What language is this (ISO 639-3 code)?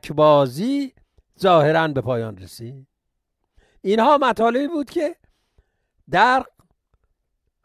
fas